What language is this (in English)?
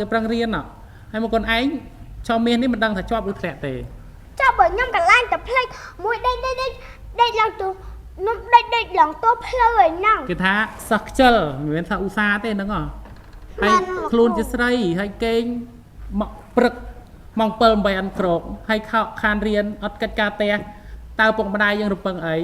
Khmer